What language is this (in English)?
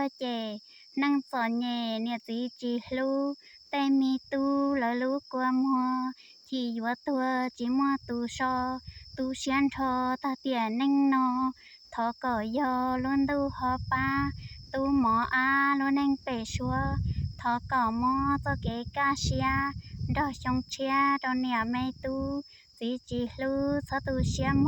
Hmong